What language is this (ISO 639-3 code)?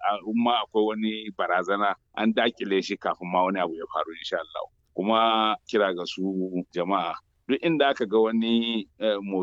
hau